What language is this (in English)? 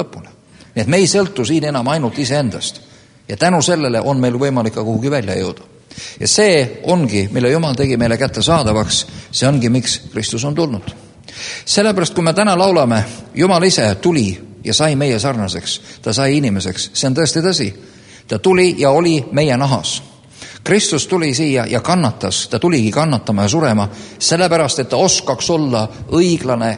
Estonian